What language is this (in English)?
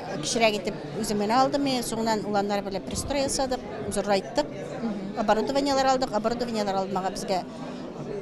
Tatar